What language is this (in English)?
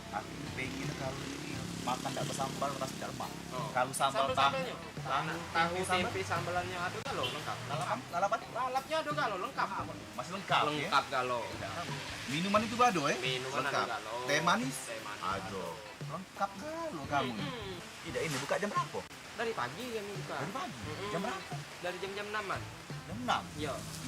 Musi